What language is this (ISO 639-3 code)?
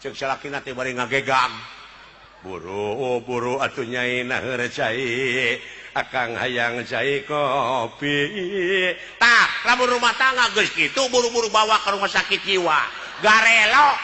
sun